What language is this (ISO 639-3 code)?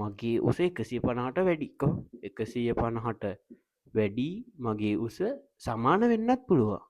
sin